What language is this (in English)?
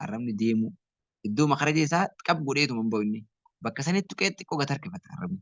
Oromo